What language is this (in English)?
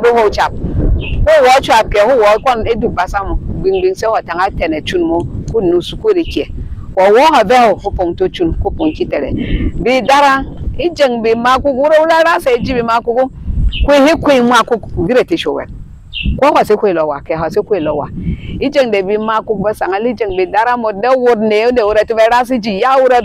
Berom